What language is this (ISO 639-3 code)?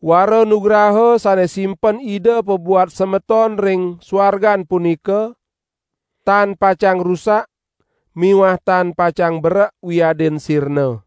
ban